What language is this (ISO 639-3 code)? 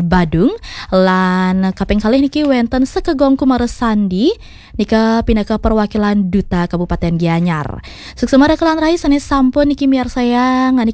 ban